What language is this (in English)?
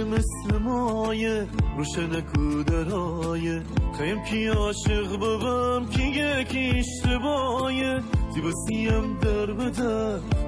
Gilaki